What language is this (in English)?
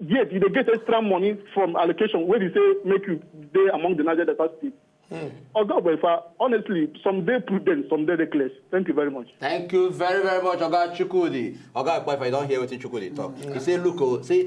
Nigerian Pidgin